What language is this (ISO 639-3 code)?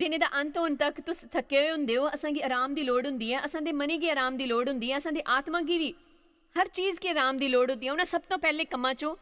doi